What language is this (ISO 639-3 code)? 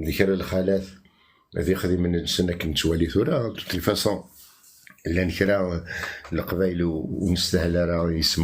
kab